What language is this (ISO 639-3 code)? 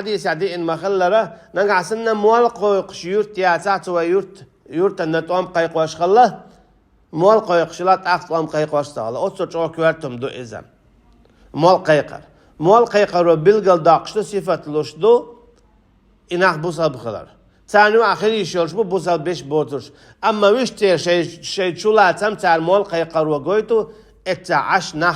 che